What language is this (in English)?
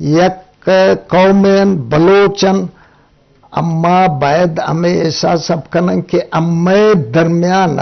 Eastern Balochi